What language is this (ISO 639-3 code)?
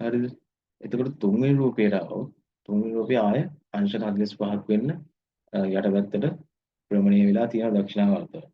sin